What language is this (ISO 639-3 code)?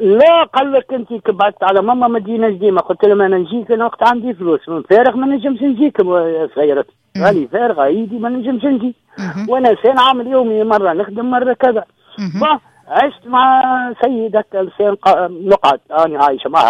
aeb